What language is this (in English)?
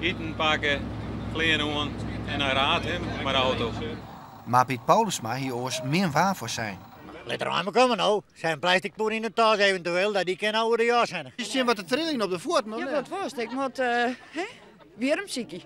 Western Frisian